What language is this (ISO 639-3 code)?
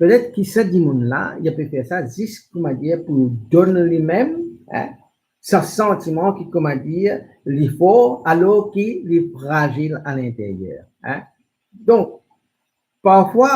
mfe